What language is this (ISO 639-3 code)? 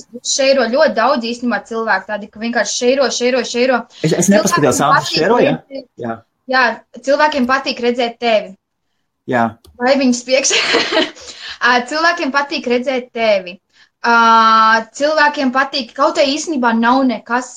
lav